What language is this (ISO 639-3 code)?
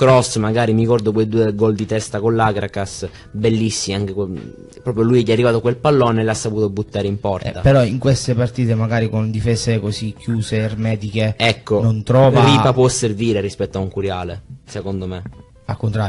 ita